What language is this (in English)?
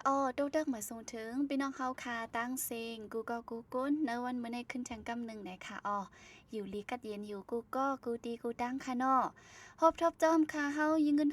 Shan